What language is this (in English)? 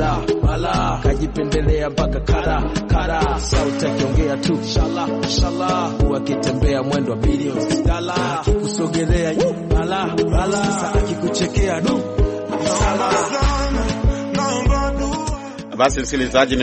Swahili